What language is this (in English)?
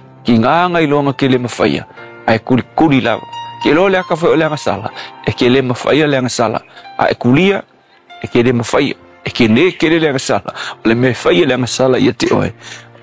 Samoan